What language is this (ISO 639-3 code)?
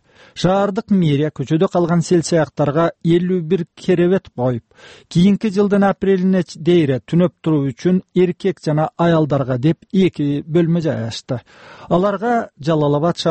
kir